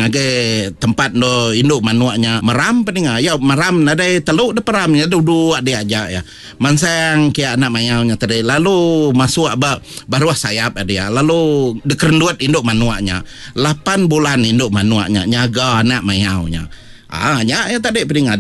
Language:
Iban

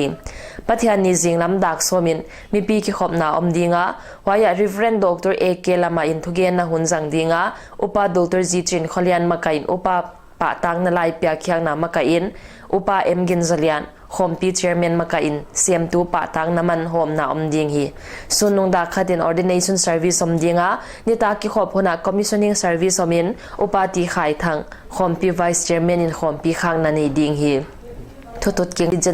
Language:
Paite Chin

